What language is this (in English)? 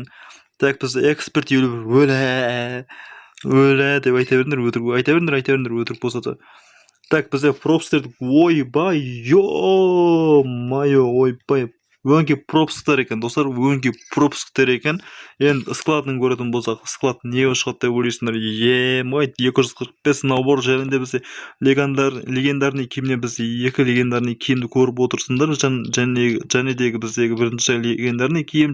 Kazakh